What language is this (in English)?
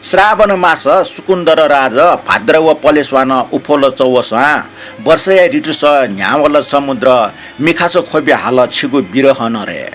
Newari